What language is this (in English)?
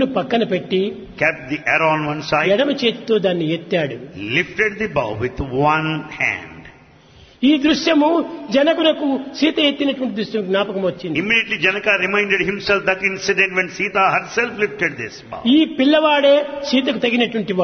Telugu